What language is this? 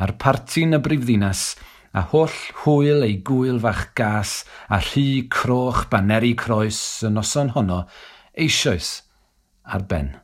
Welsh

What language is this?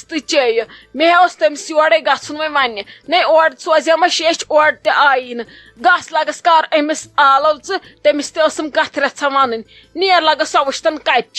Kashmiri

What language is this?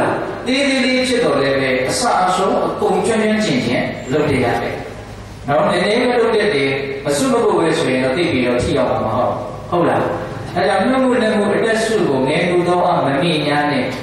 Burmese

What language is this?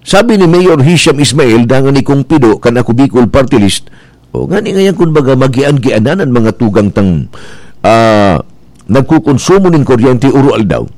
Bikol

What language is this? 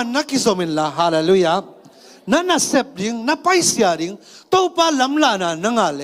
Tedim Chin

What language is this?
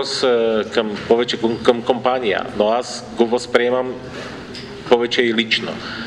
Bulgarian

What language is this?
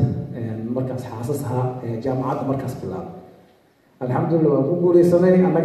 Somali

